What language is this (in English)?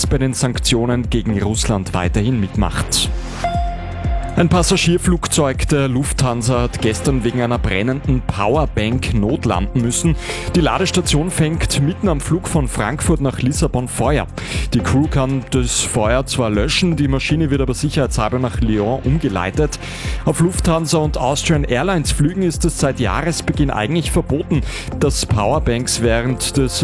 German